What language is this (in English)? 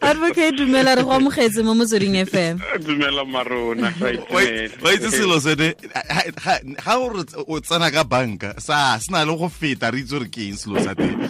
Tswana